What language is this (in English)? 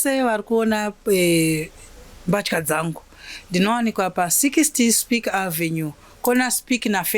Shona